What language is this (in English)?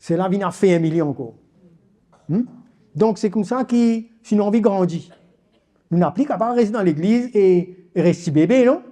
Morisyen